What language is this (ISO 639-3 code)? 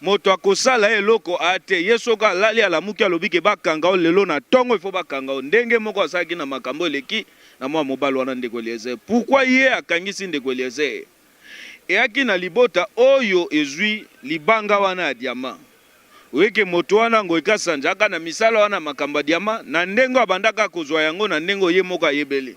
lin